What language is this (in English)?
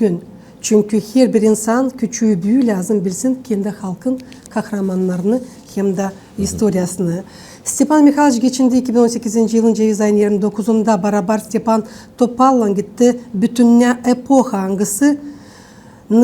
Gagauz